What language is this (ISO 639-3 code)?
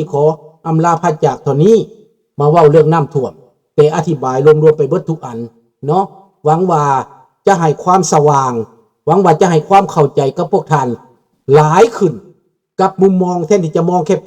lao